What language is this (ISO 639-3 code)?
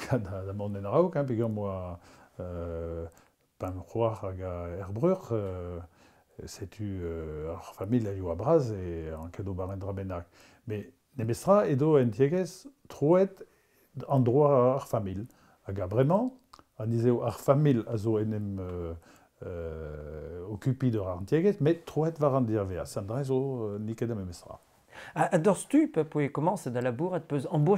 bre